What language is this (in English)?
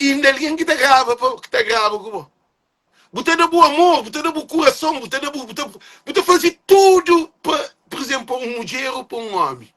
Kabuverdianu